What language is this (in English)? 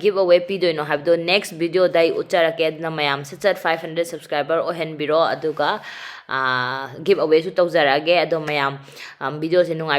Manipuri